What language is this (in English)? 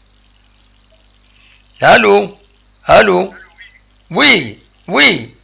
Kabyle